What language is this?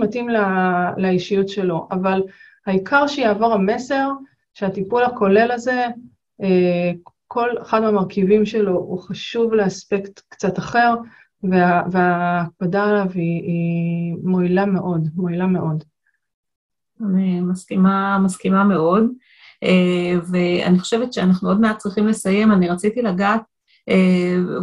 Hebrew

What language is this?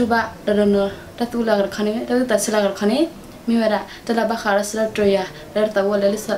S'gaw Karen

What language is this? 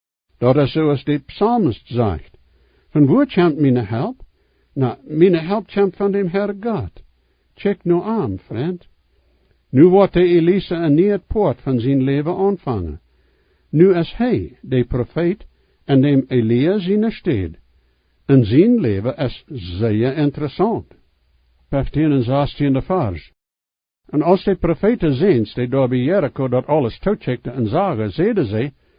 Plautdietsch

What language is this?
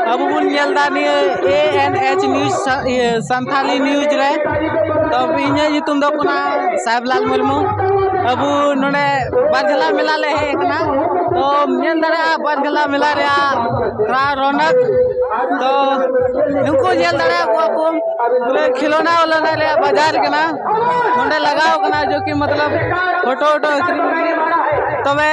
Santali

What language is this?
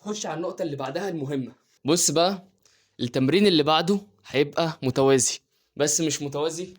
Egyptian Arabic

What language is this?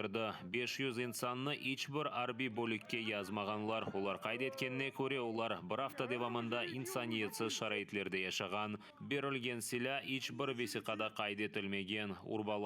Crimean Tatar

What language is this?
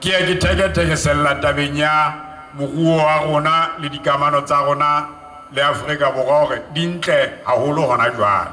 Southern Sotho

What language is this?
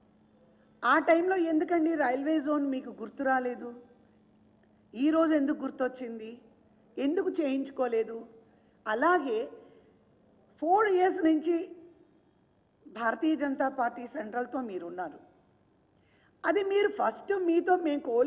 Telugu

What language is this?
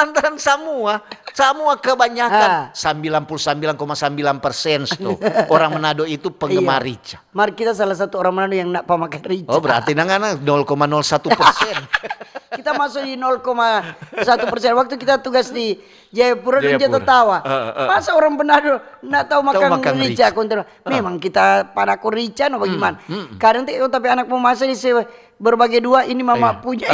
Manado Malay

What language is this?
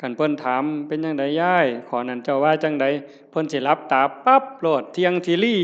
Northeastern Thai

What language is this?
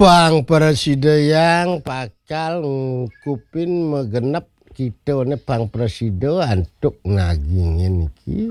Balinese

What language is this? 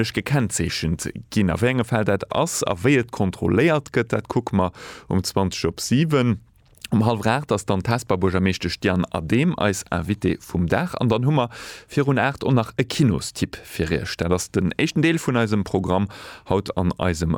Luxembourgish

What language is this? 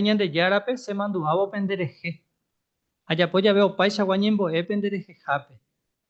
Guarani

